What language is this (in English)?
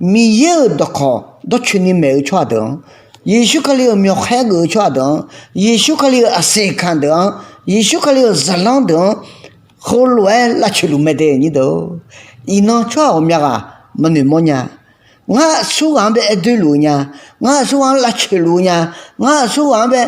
Akha